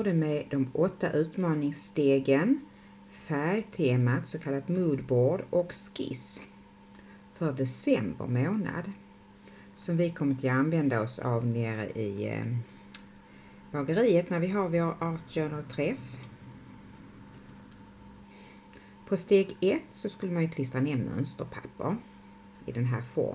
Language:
Swedish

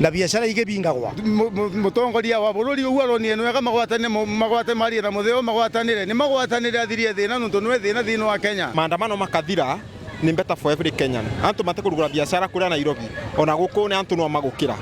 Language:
Meru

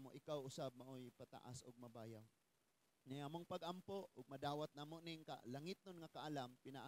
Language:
Cebuano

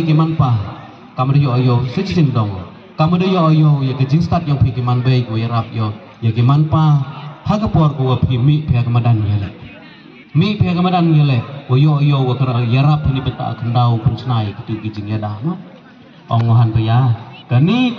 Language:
Khasi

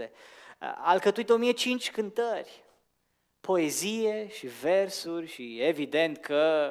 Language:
Romanian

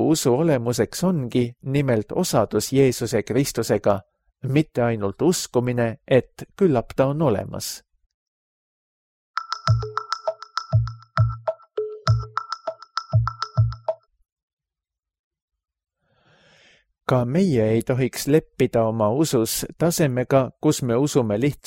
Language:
Estonian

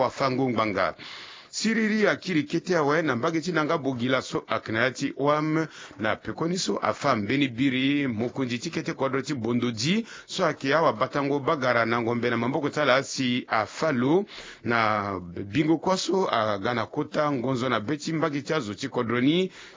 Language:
Sango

